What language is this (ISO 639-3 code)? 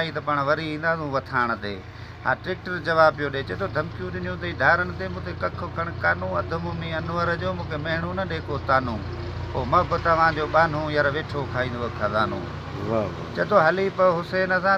snd